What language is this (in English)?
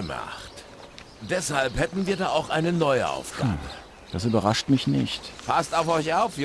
Bavarian